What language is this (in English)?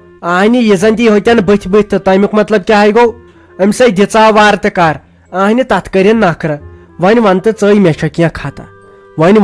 Kashmiri